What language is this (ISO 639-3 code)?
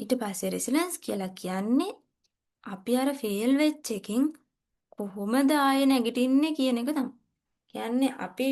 sin